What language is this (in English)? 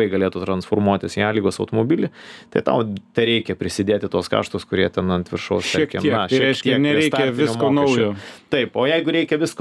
Lithuanian